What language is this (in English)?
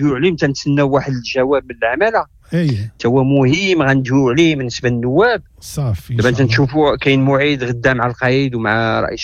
Moroccan Arabic